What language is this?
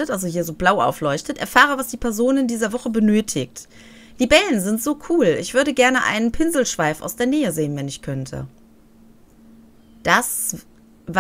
German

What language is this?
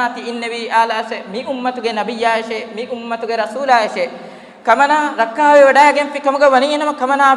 Divehi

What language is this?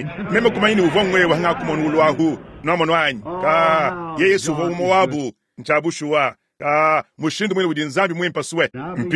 Luba-Lulua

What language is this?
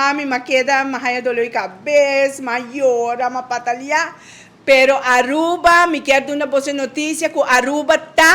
Papiamento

